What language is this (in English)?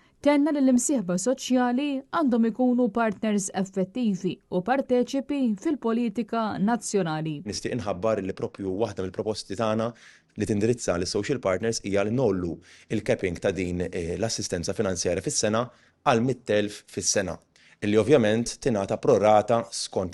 Maltese